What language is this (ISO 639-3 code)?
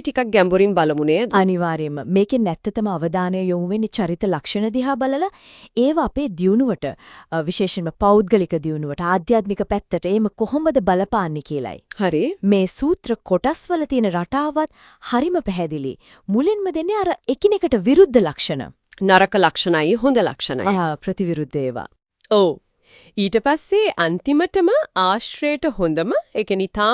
sin